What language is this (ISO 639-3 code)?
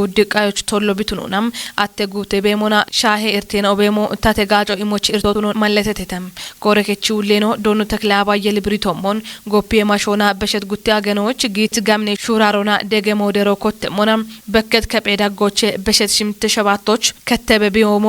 kbr